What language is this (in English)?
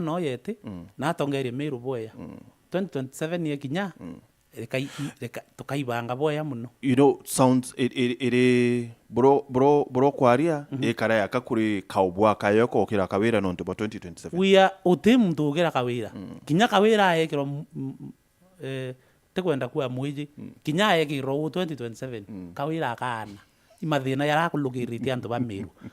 Meru